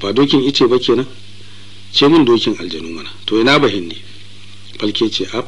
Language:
Hausa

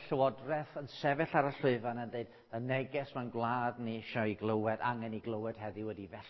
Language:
Welsh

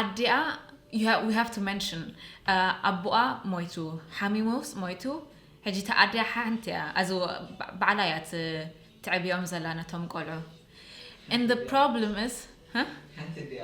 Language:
Tigrinya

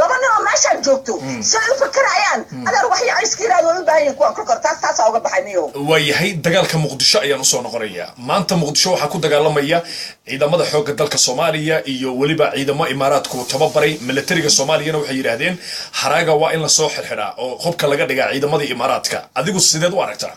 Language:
Somali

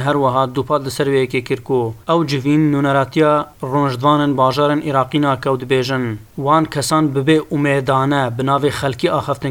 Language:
Kurdish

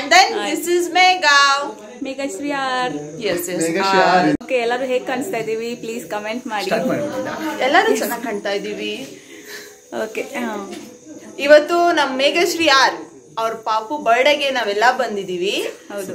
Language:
Kannada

